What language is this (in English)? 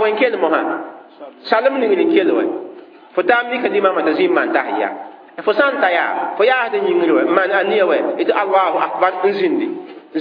Mossi